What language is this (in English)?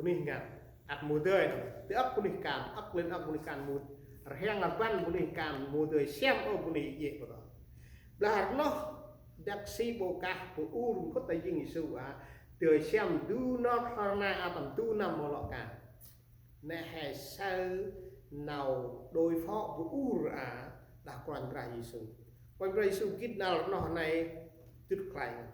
Central Mnong